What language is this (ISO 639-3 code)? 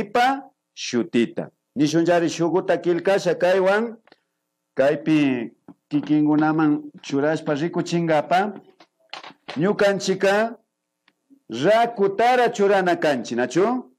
qvi